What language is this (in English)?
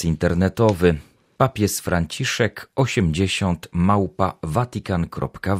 Polish